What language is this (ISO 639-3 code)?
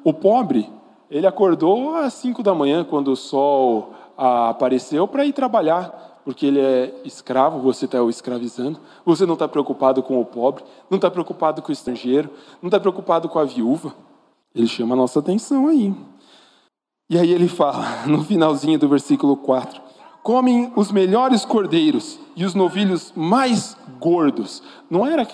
por